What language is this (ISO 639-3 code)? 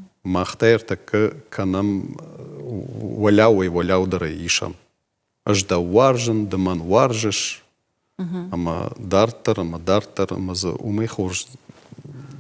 oss